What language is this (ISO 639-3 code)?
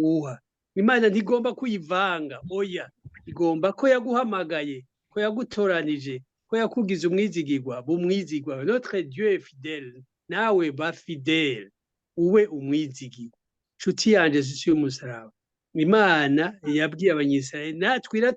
run